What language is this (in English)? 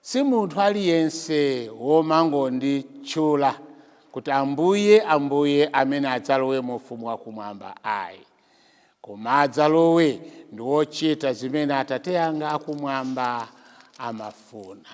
Nyanja